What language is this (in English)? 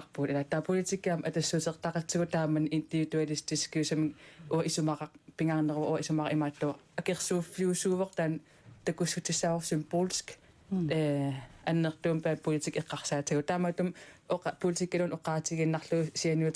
Kalaallisut